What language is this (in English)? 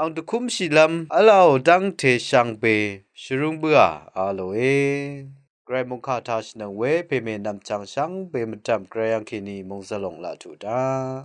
Rawang